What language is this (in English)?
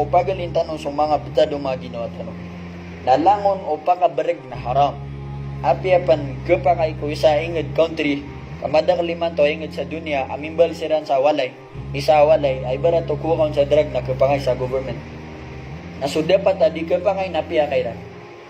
Maranao